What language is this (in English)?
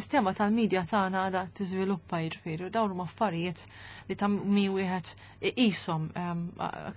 Maltese